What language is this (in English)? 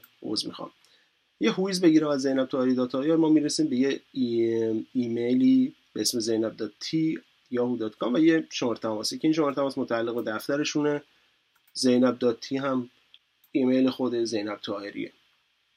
Persian